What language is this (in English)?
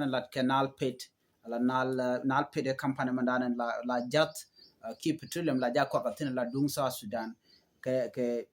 Nuer